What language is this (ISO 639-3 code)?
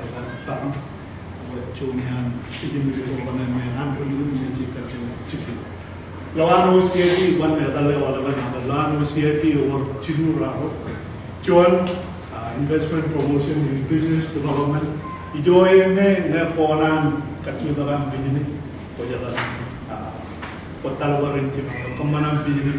mah